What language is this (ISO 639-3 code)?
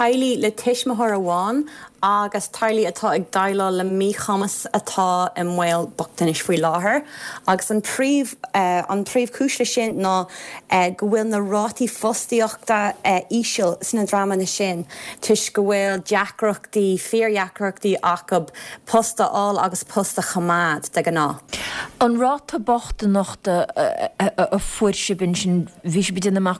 gle